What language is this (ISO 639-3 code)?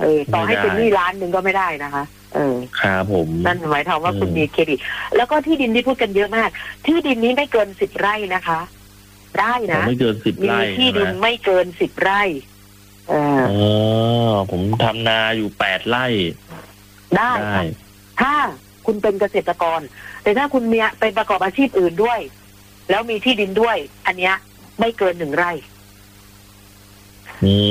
tha